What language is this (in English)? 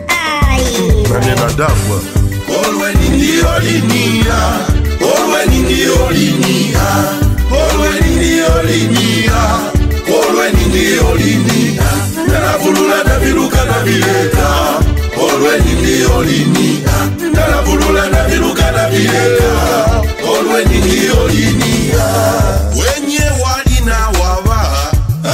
Swahili